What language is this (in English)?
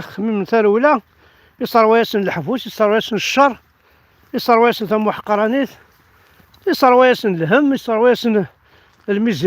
Kabyle